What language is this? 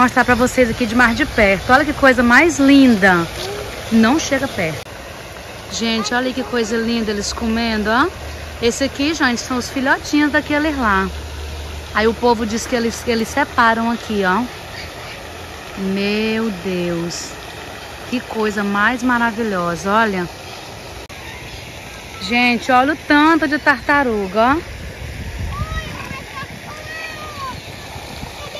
Portuguese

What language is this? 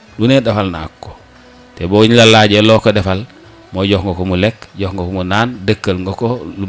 Wolof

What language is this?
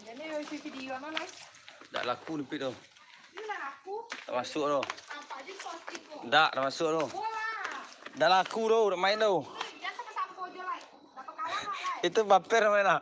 Minangkabau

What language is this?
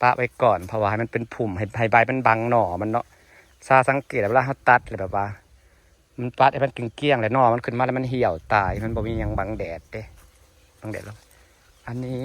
Northeastern Thai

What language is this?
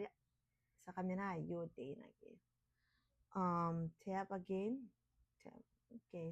Gilbertese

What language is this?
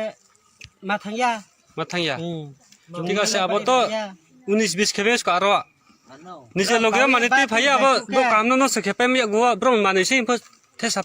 Riang (India)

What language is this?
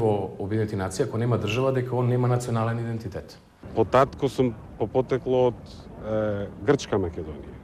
Macedonian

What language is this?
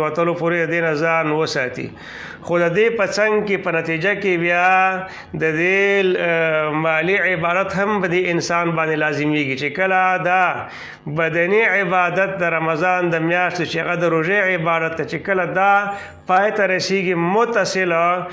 Pashto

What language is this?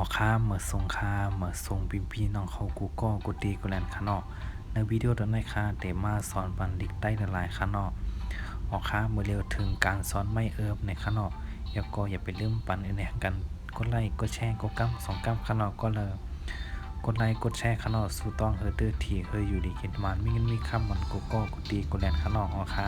Shan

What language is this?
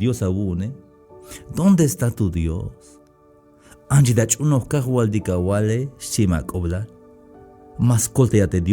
Tzeltal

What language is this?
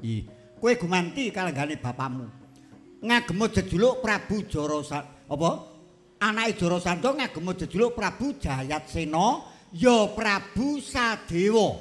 Javanese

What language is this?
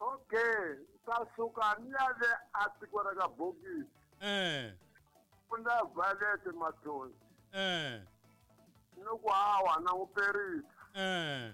Tsonga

